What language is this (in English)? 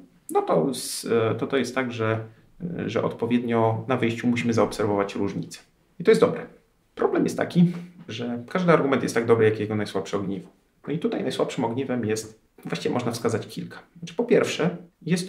Polish